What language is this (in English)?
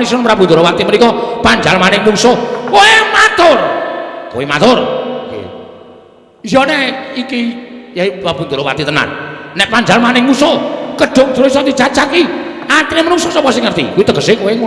Javanese